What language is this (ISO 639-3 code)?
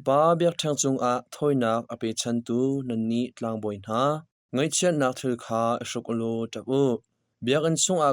cnh